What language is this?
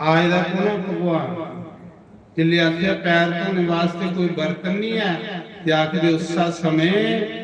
Dogri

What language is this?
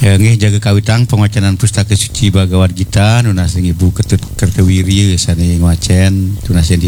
Balinese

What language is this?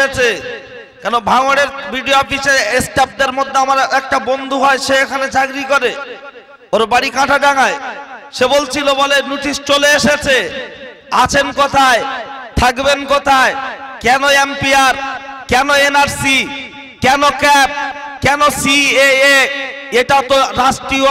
Bangla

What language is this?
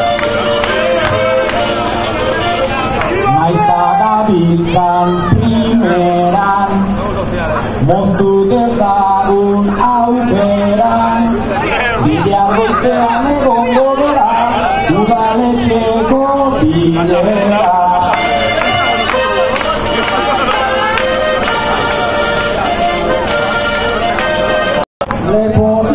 Basque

